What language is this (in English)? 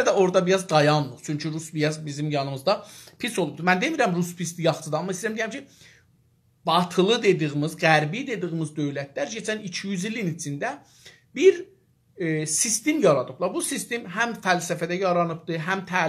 South Azerbaijani